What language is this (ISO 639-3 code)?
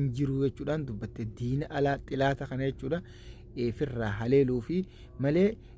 orm